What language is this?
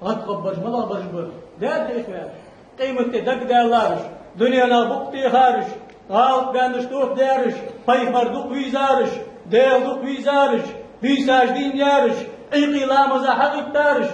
Ingush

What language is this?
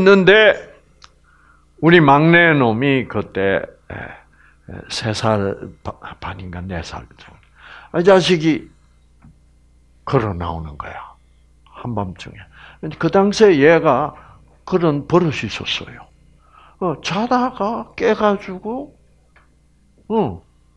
Korean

